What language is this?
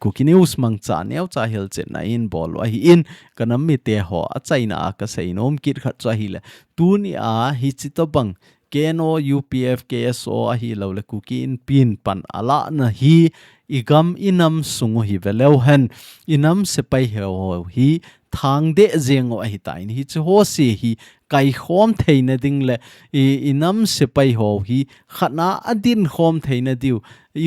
Thado Chin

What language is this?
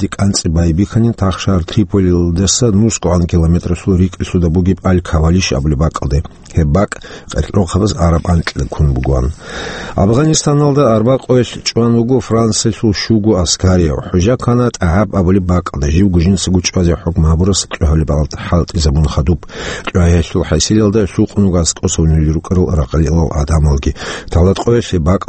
Avaric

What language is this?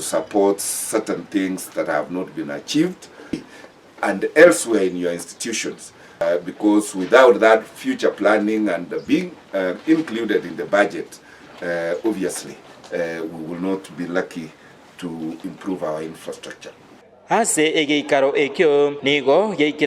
Gusii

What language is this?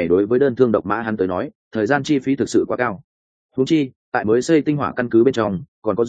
Vietnamese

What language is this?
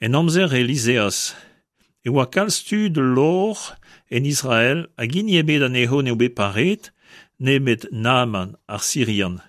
Breton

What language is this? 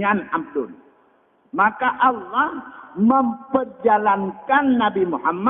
Achinese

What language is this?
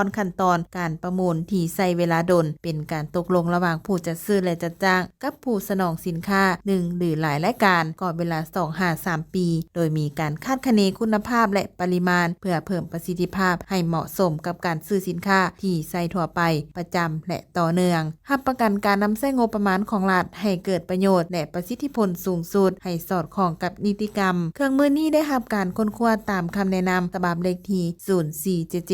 Lao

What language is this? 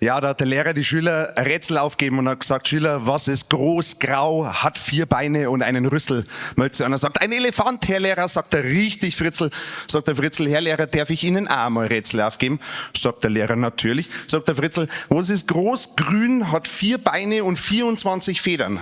Bavarian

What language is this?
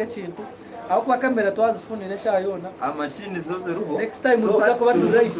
Nyankole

